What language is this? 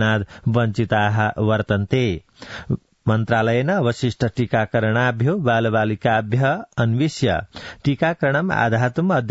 Sanskrit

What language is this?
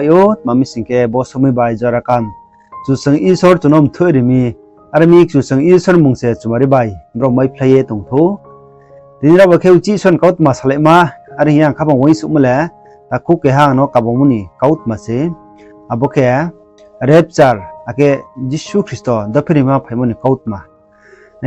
Riang (India)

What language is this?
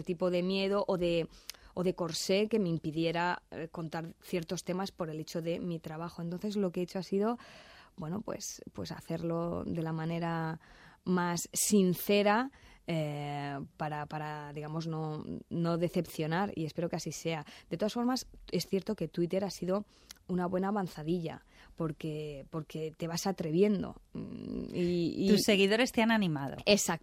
Spanish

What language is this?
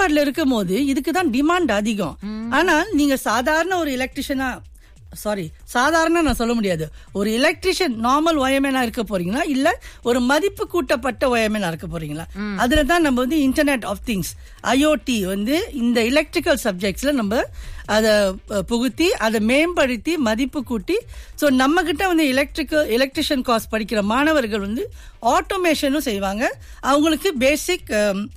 Tamil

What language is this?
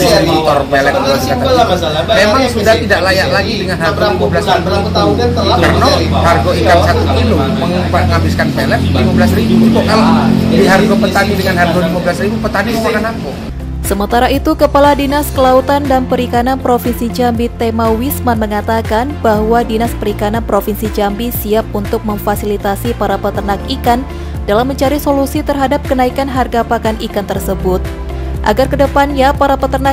Indonesian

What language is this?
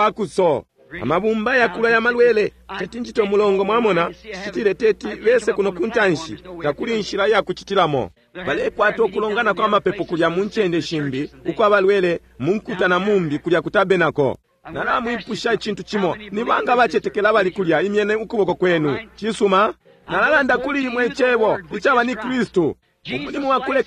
Bemba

